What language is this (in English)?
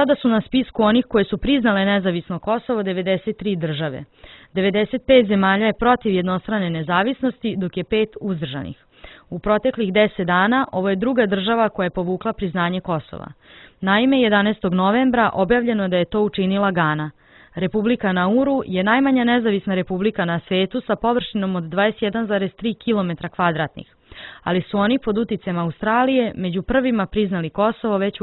Serbian